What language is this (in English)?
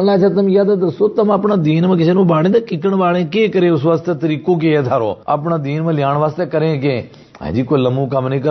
Gujari